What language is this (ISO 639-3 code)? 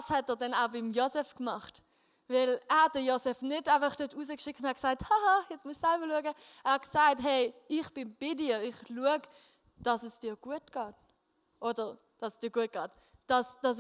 gsw